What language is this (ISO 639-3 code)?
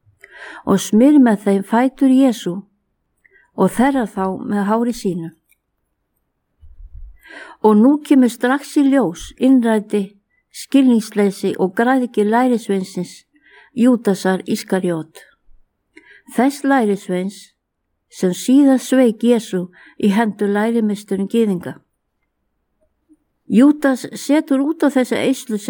isl